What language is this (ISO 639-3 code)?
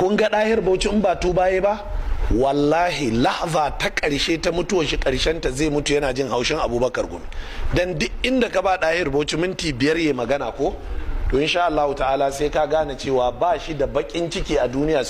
hau